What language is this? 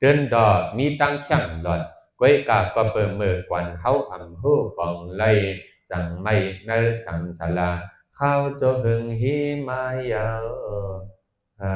Shan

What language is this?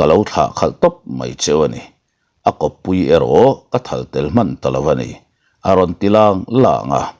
Mizo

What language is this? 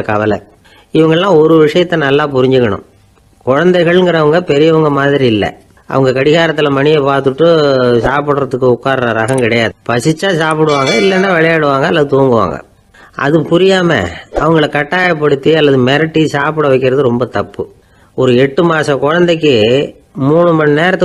Tamil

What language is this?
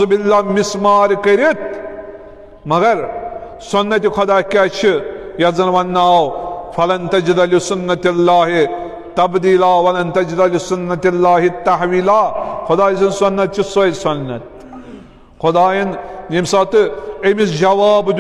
Kashmiri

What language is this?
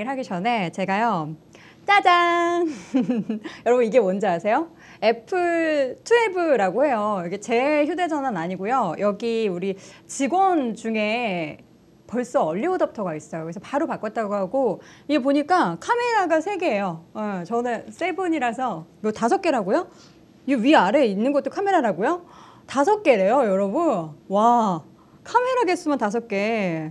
Korean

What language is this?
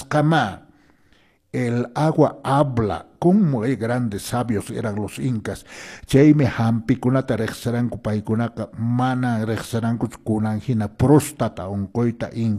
Quechua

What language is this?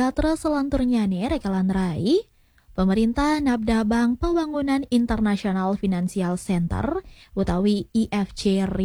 Balinese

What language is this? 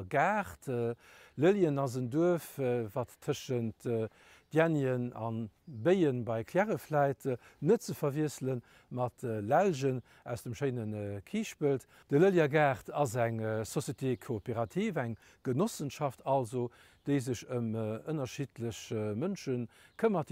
Luxembourgish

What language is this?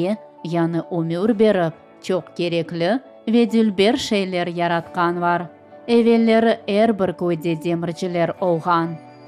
Crimean Tatar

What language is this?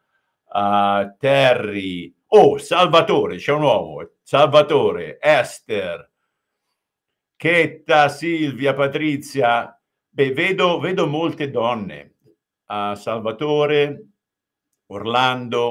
Italian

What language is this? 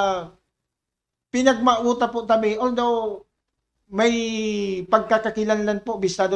Bikol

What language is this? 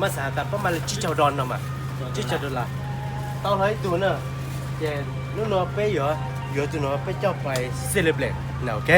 Hmong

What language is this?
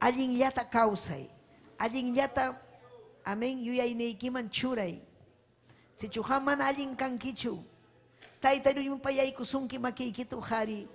Ayacucho Quechua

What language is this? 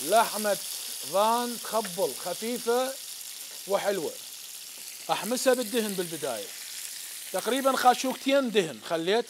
Mesopotamian Arabic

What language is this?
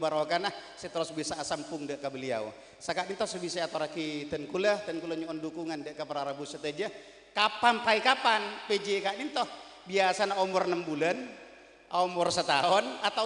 Madurese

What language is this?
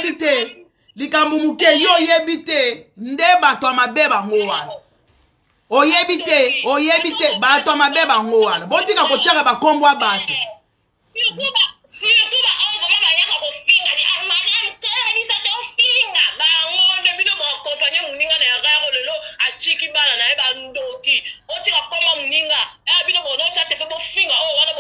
Lingala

